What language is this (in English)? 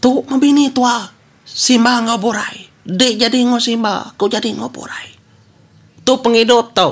Iban